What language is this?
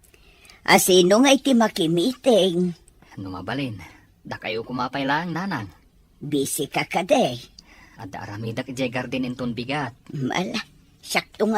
Iloko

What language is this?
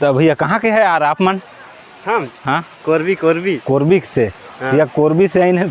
Chhattisgarhi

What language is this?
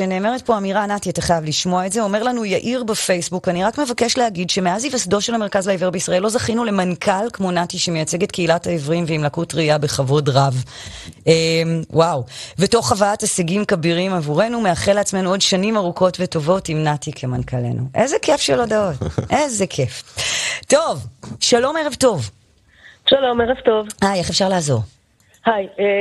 Hebrew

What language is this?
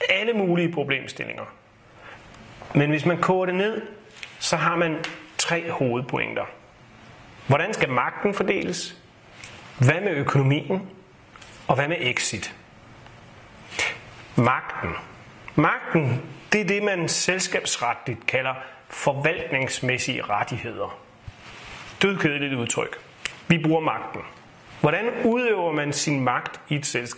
Danish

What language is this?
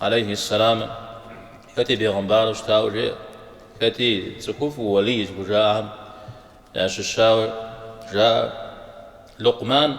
Kabardian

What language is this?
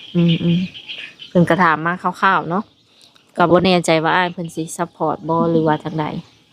Lao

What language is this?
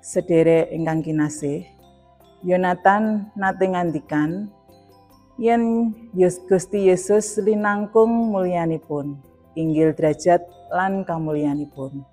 Javanese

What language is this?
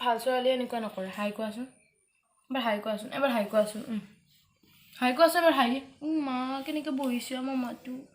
Assamese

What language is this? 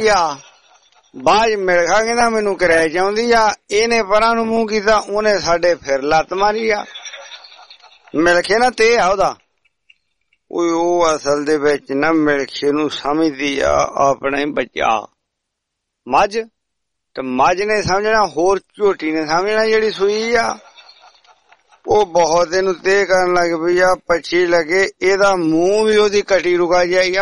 Punjabi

